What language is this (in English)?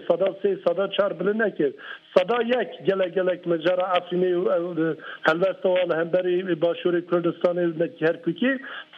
Kurdish